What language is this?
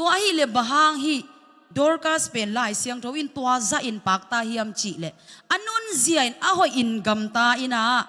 Tedim Chin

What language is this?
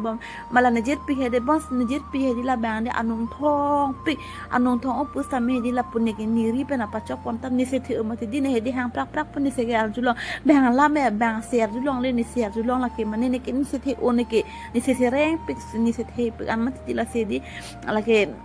Karbi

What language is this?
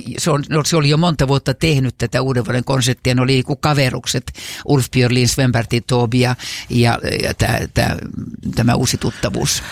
Finnish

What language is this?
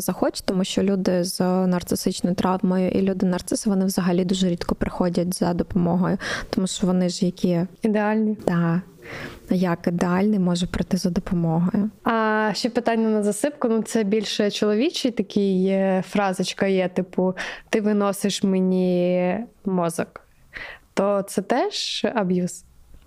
Ukrainian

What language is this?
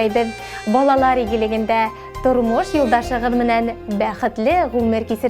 Bashkir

